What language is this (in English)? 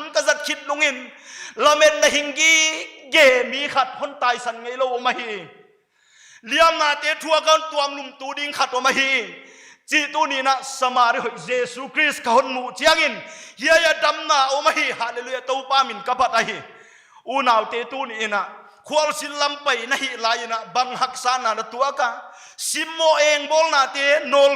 Paite Chin